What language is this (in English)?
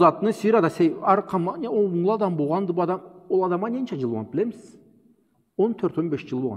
Karachay-Balkar